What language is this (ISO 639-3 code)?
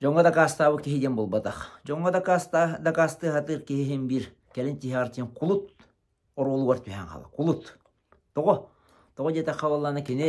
sah